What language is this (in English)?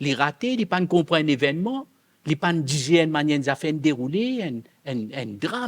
Morisyen